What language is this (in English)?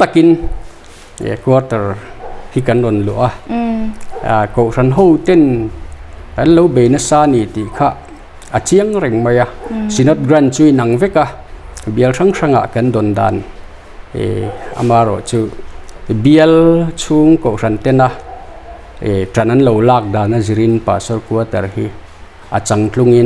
Mizo